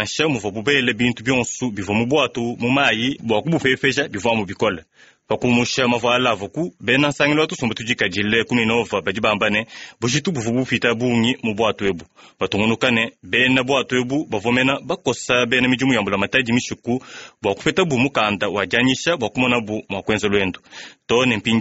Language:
Luba-Lulua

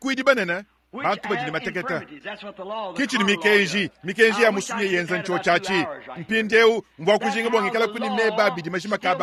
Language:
Luba-Lulua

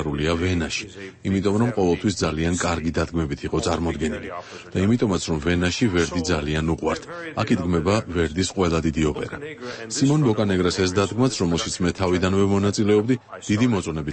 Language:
Georgian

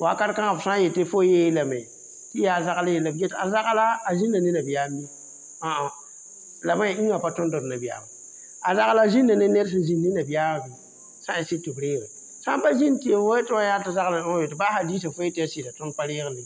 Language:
Mossi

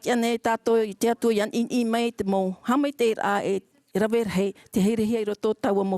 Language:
Tahitian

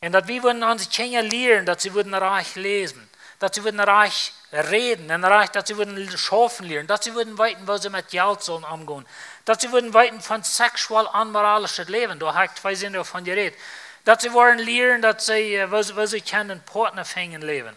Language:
Plautdietsch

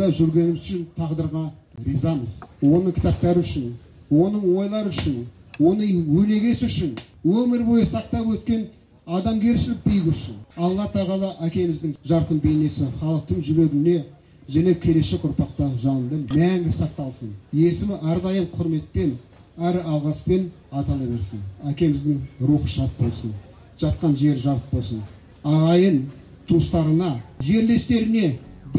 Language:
Kazakh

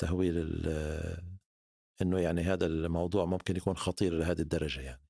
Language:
North Levantine Arabic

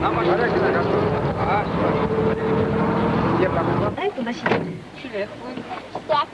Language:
Chuvash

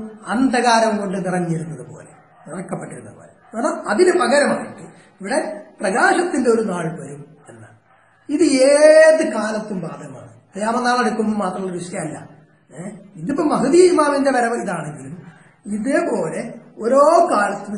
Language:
Malayalam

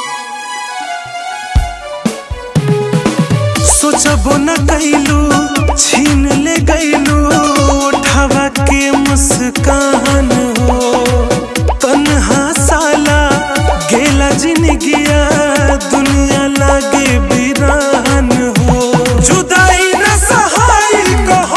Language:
Bhojpuri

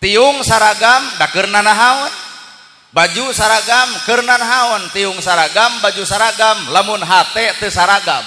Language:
Sundanese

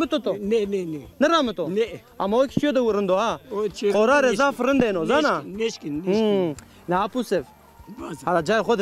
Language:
Zaza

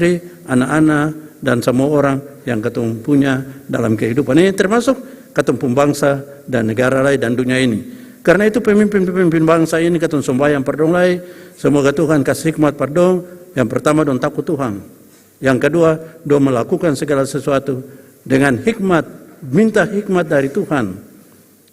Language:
Ambonese Malay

